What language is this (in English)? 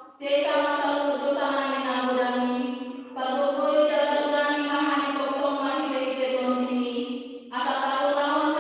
Batak Toba